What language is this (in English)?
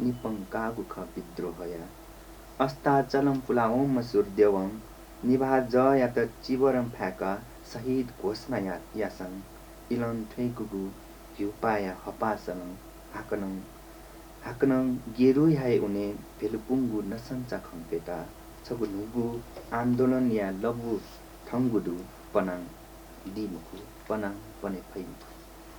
Newari